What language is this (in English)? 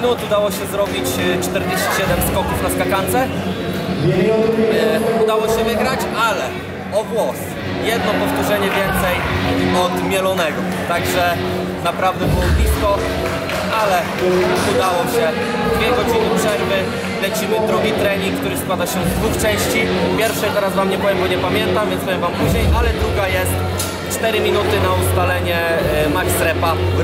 Polish